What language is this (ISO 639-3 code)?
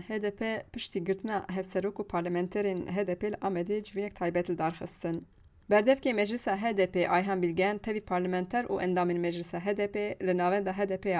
kur